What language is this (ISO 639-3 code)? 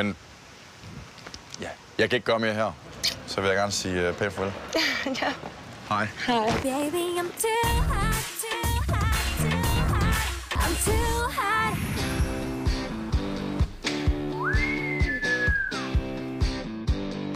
dan